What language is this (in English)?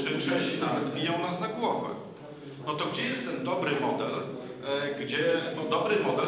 Polish